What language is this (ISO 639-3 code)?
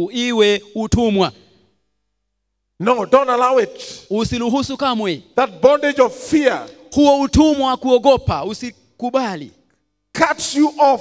swa